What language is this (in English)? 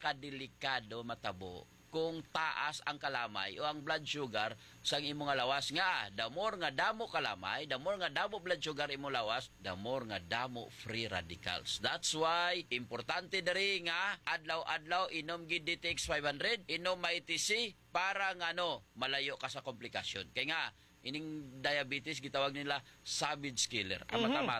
Hiligaynon